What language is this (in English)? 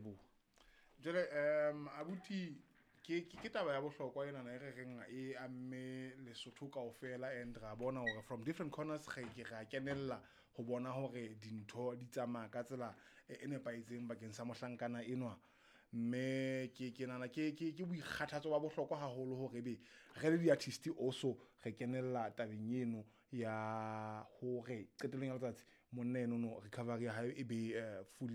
Southern Sotho